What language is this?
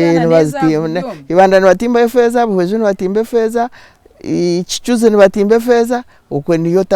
Nyankole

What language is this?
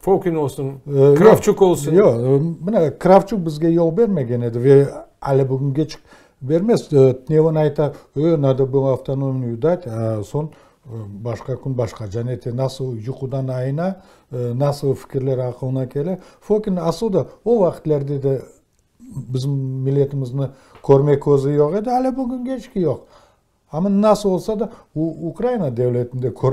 Crimean Tatar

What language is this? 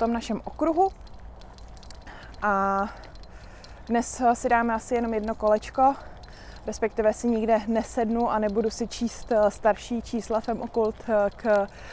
Czech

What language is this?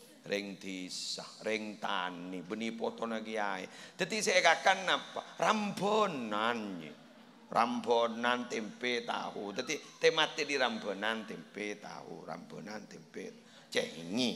Madurese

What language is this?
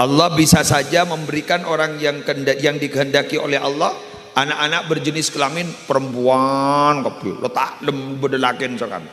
Madurese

